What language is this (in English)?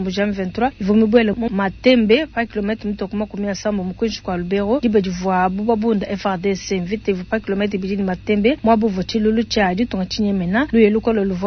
Luba-Lulua